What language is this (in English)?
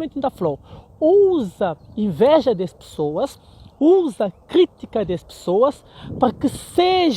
Kabuverdianu